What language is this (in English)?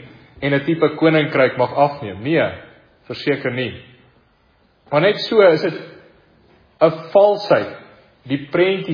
Afrikaans